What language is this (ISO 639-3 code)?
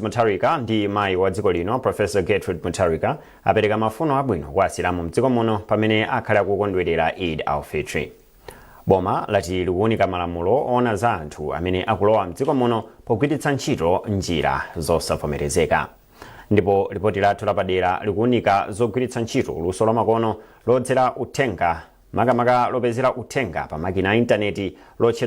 nya